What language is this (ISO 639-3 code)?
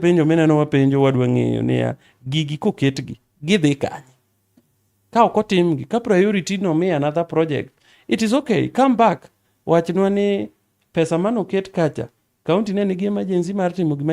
luo